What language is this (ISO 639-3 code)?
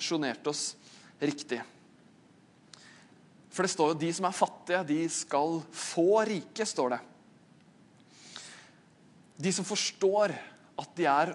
nor